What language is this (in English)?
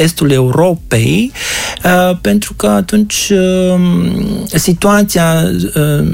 Romanian